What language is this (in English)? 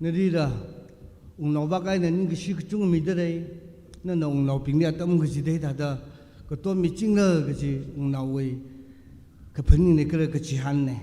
Tangkhul Naga (India)